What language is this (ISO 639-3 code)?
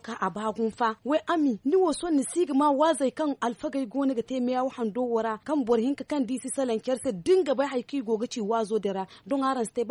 dje